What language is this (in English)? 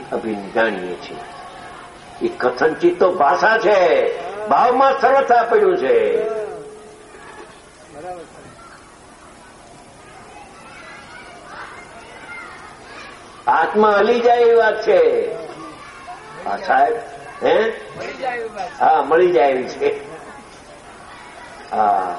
Gujarati